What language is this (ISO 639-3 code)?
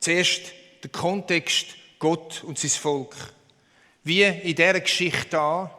gsw